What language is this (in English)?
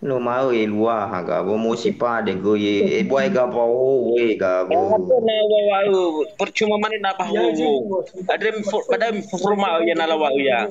Nias